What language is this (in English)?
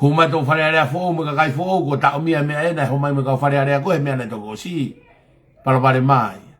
Tongan